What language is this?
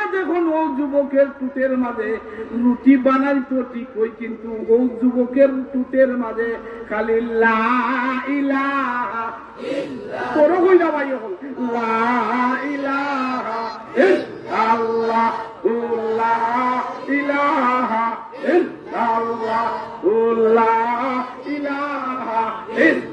Sylheti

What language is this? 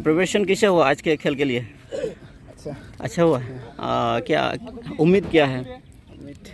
Santali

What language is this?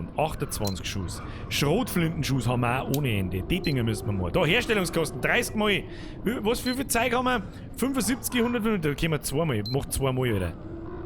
Bavarian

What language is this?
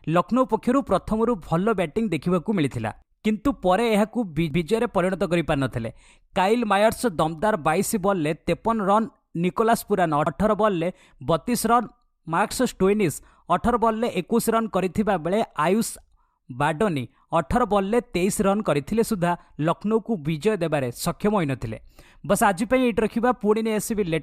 Odia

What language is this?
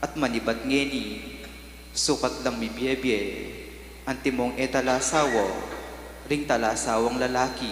Pampanga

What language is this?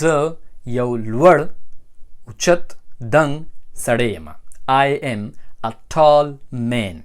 Pashto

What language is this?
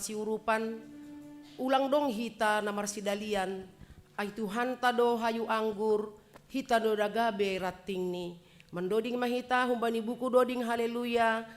Batak Simalungun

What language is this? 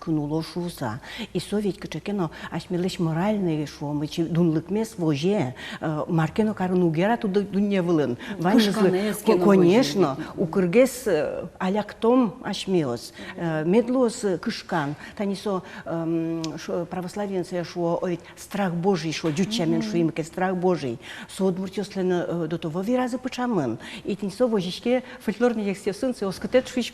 Udmurt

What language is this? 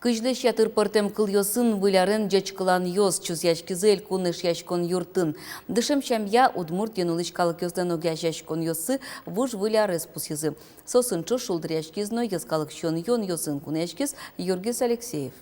Udmurt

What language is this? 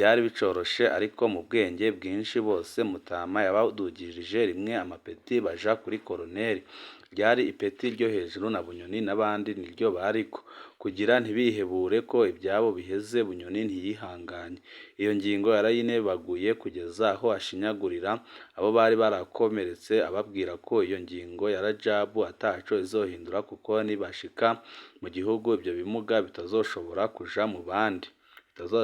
Rundi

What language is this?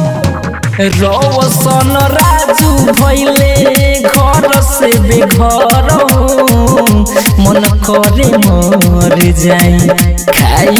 Bhojpuri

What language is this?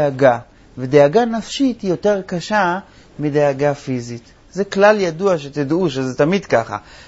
Hebrew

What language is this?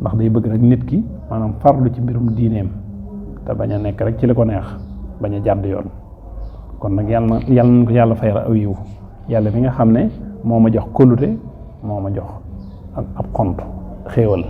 Wolof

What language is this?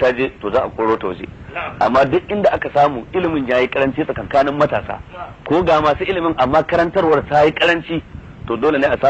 Hausa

